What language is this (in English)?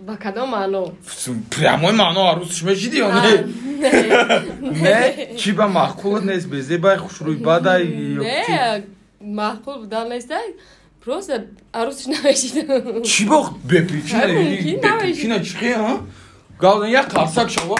Tajik